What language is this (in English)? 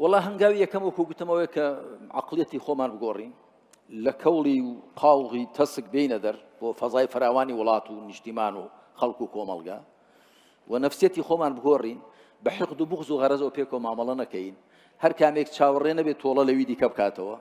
Central Kurdish